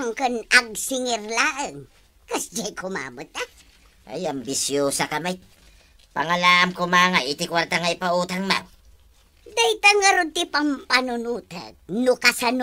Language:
Iloko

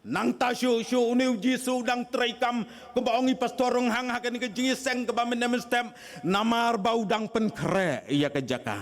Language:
Khasi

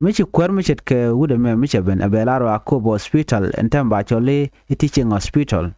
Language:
Nuer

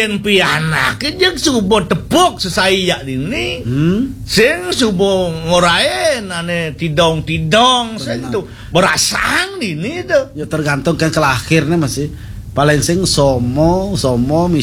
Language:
Balinese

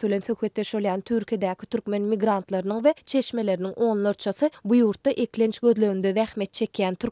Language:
Turkmen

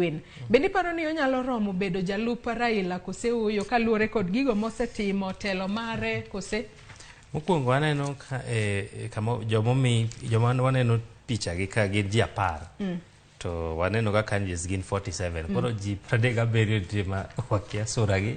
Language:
Luo (Kenya and Tanzania)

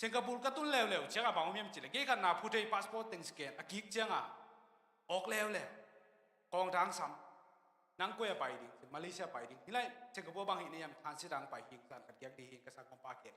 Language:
Tedim Chin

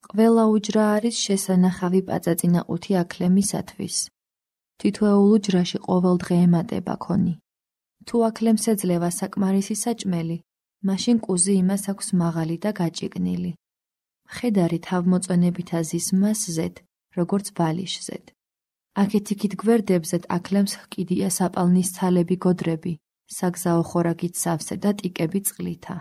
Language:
Georgian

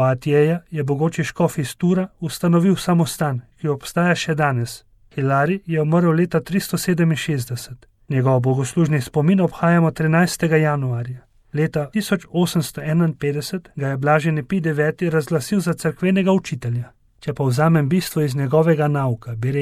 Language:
Slovenian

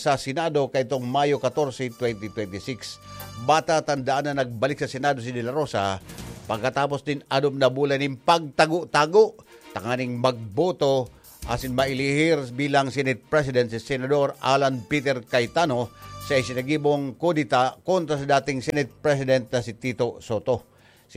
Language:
Bikol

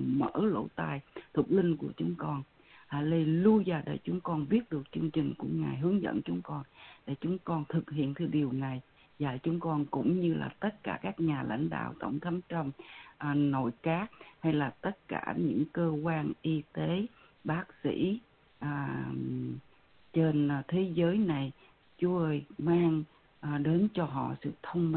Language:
Vietnamese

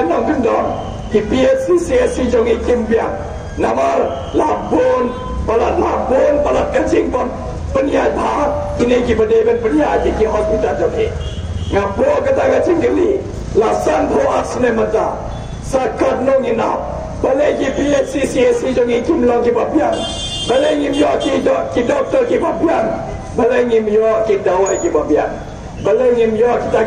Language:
Khasi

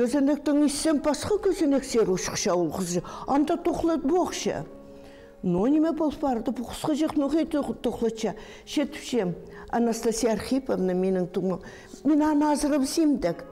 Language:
Khakas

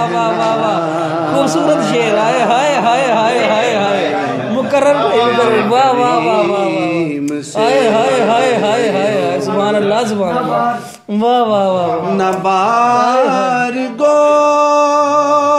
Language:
Urdu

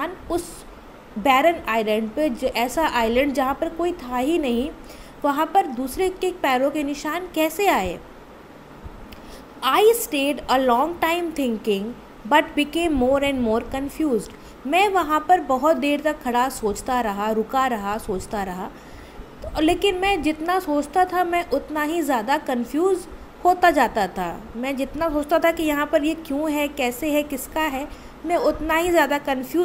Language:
Hindi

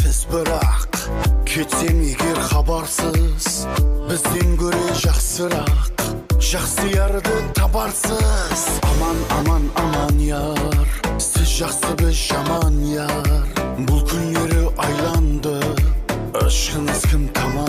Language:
Kara-Kalpak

